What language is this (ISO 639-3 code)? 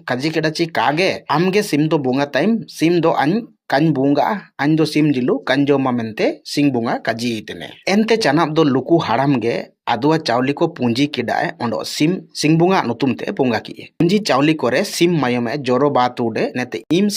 hoc